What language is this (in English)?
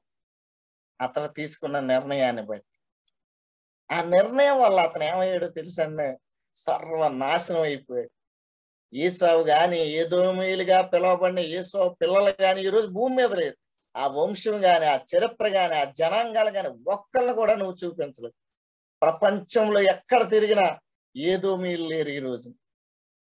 Telugu